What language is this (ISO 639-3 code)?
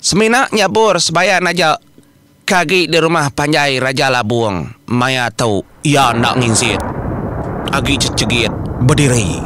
iba